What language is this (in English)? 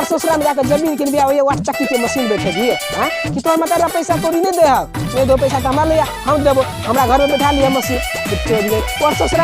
Maithili